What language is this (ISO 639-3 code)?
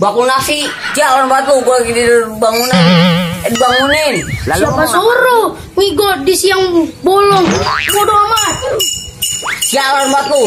bew